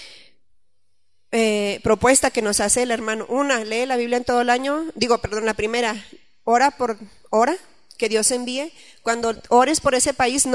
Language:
Spanish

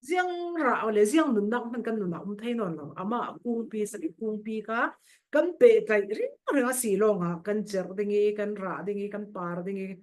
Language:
Falam Chin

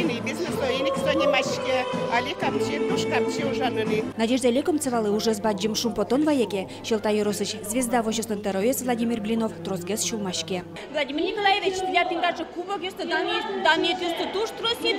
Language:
Udmurt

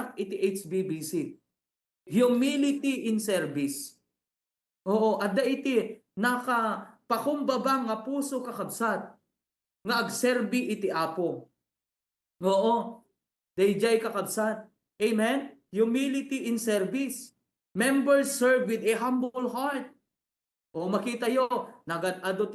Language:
Iloko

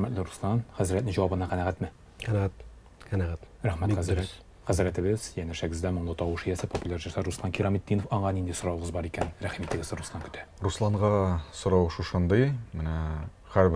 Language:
Tatar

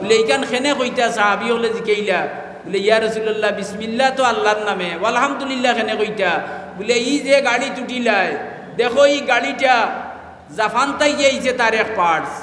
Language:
Sylheti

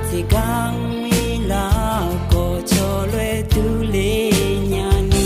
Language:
Akha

